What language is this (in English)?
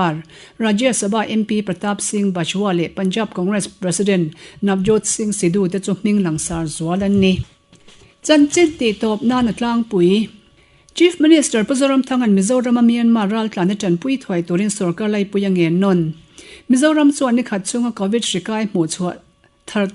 Mizo